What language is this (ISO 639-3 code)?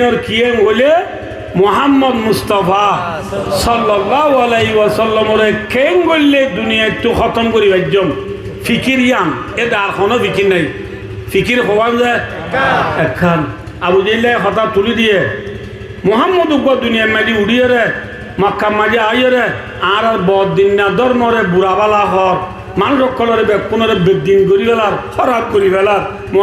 rhg